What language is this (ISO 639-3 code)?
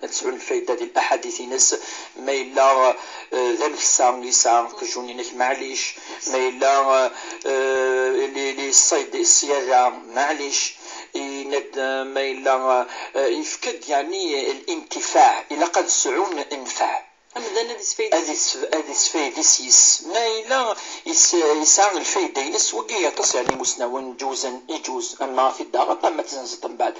kab